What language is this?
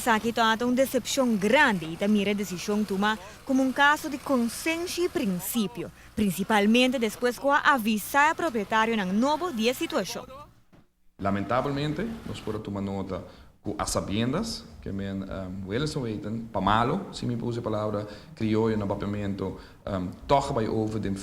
Papiamento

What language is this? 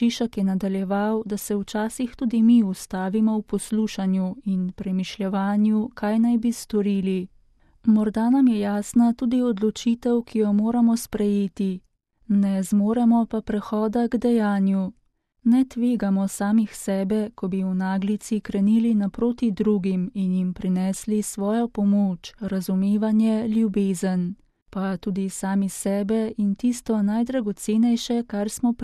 Slovenian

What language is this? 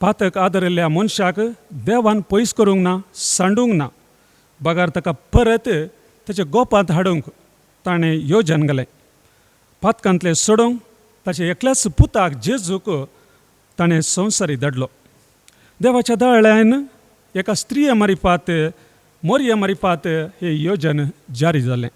Konkani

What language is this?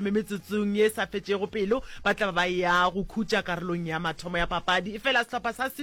Northern Sotho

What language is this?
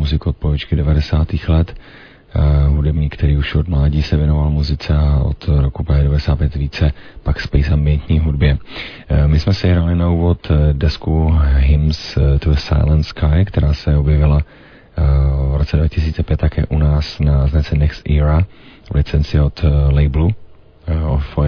Czech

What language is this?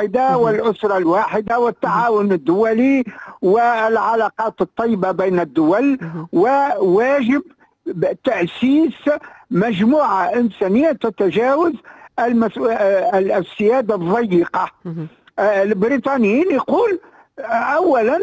Tunisian Arabic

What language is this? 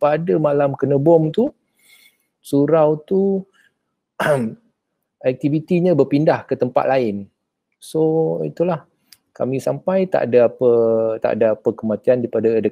Malay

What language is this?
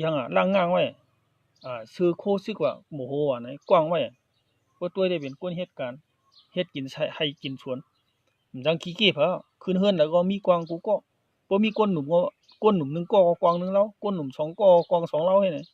Shan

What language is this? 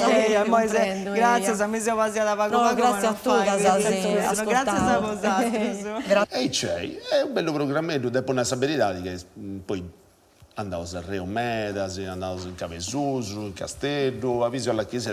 Sardinian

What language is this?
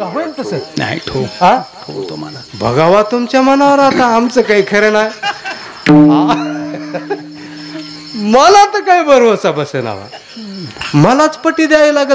Marathi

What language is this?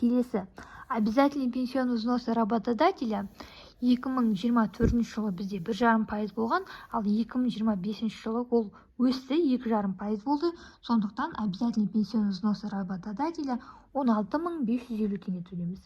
Kazakh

